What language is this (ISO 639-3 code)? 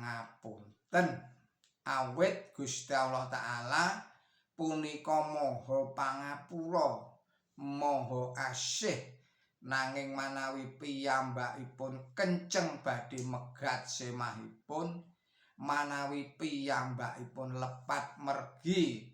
jav